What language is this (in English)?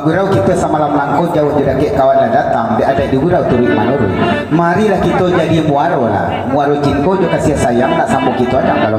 Minangkabau